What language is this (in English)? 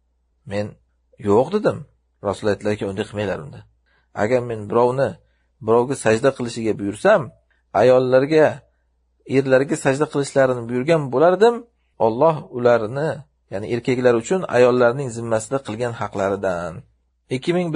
Uzbek